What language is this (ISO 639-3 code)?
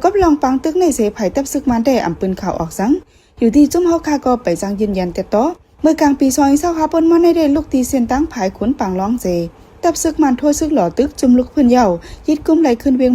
shn